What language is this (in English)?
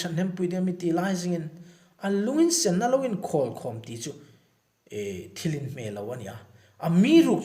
Hmar